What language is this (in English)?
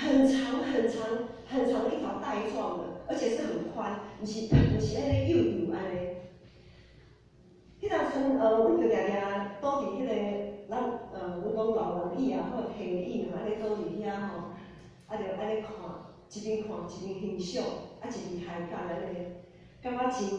Min Nan Chinese